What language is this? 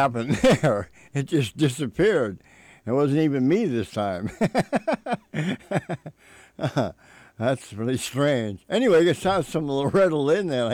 English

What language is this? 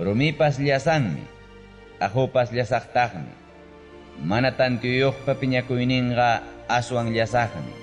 Ayacucho Quechua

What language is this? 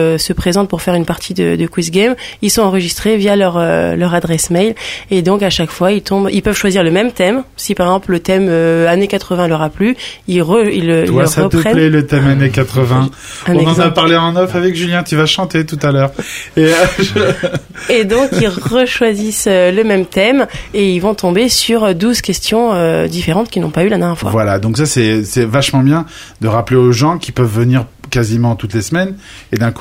French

